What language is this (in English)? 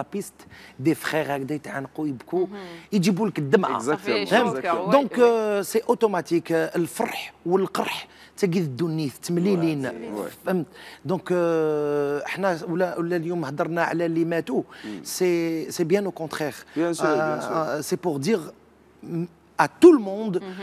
Algerian Arabic